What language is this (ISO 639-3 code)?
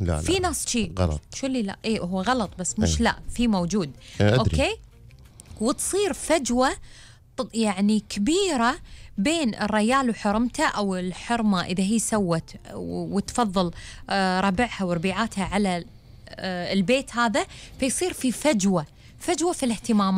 afb